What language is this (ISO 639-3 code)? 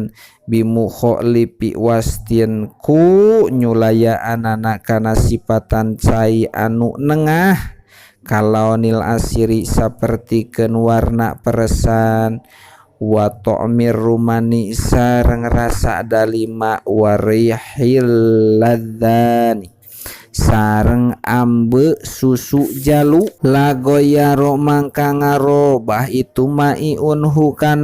sun